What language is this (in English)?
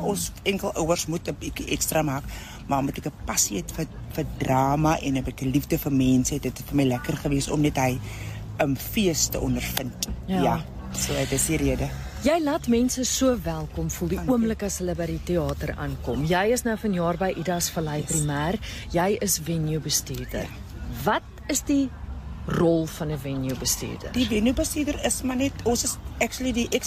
Afrikaans